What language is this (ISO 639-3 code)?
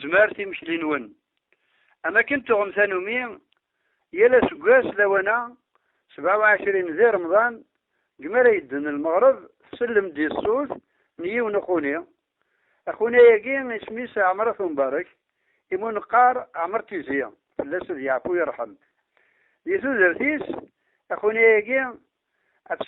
kab